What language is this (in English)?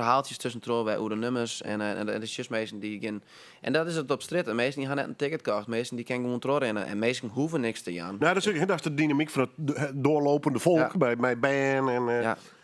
Western Frisian